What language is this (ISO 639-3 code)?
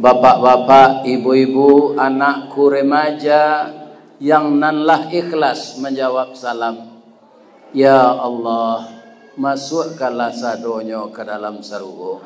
min